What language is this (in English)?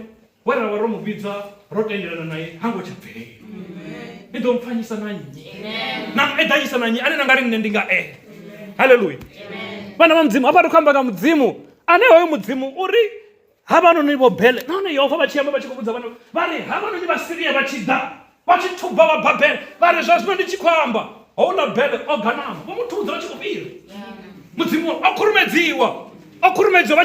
Venda